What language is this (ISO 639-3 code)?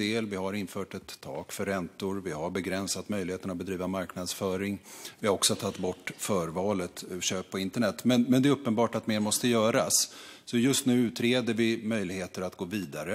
swe